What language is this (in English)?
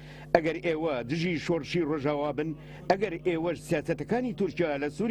Central Kurdish